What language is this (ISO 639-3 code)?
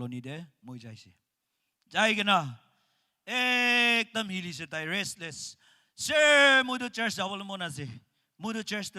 nag